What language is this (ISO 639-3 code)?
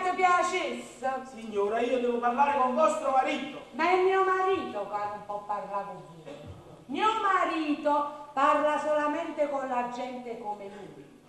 nap